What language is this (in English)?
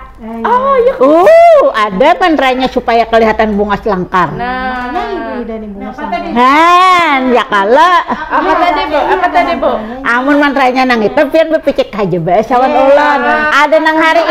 Banjar